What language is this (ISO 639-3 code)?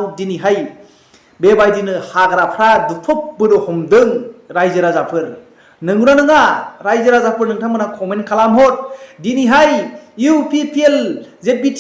brx